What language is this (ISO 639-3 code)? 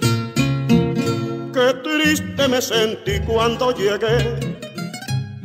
spa